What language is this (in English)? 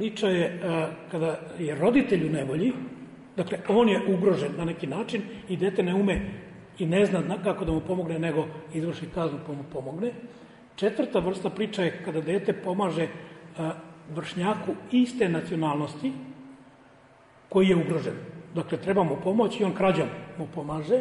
Serbian